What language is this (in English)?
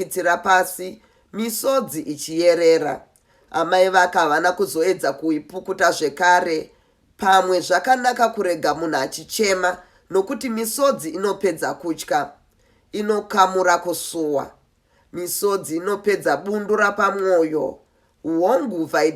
Shona